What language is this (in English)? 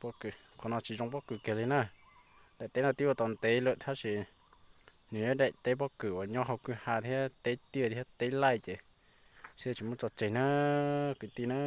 Hmong